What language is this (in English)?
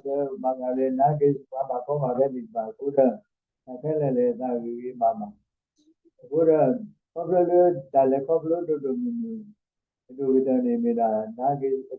S'gaw Karen